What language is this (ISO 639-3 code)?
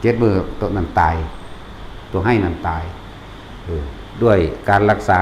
lao